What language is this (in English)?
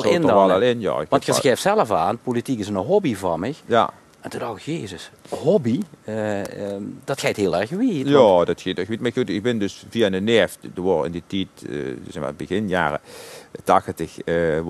Dutch